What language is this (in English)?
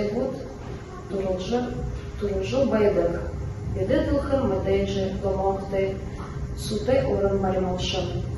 Buriat